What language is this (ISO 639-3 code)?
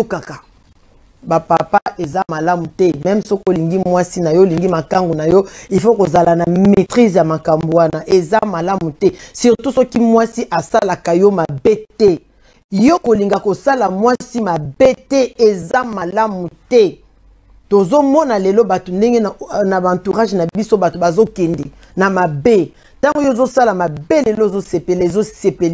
lin